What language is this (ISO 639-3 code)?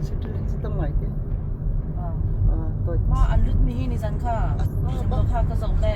cnh